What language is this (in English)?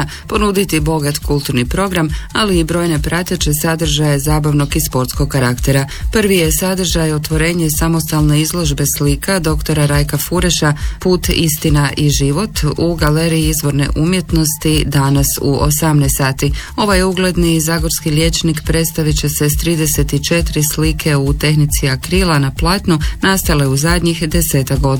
Croatian